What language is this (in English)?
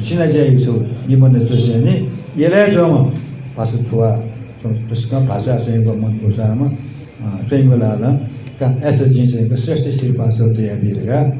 Newari